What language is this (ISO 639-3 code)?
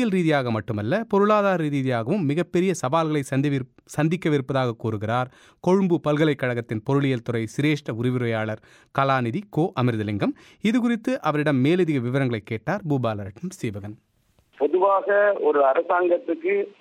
tam